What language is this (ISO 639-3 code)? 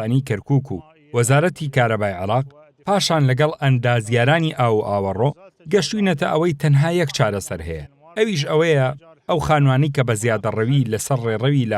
ckb